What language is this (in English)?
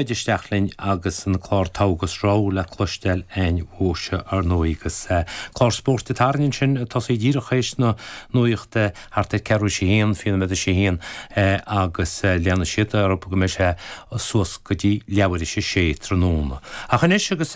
Irish